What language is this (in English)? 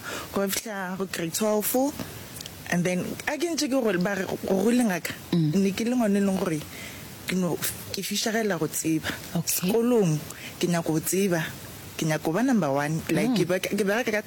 Northern Sotho